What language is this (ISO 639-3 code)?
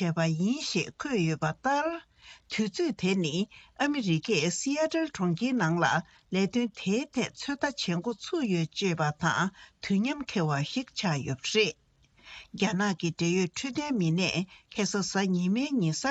bod